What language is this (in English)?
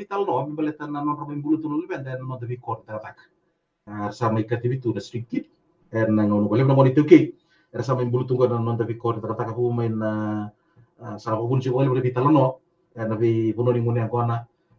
Fijian